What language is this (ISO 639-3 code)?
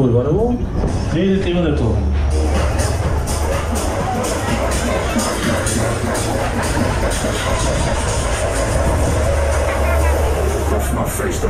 deu